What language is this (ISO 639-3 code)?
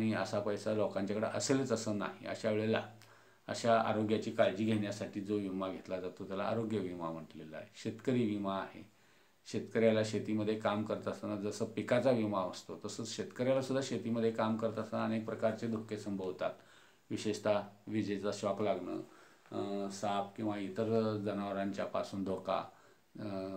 mar